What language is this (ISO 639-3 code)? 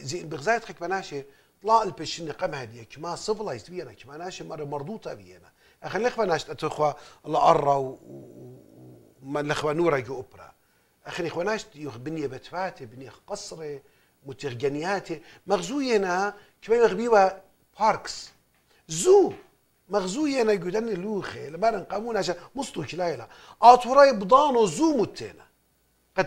aii